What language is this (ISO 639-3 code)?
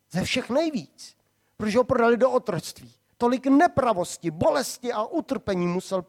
ces